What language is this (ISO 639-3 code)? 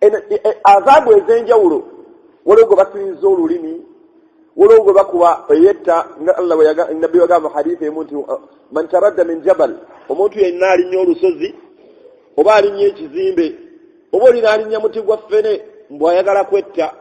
lug